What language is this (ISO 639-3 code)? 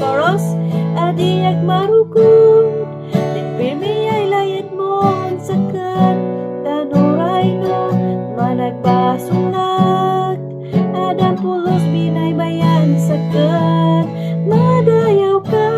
kne